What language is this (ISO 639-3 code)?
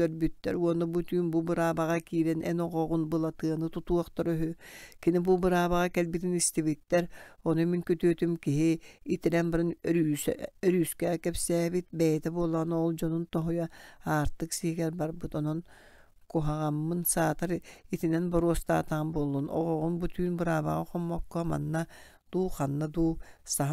sah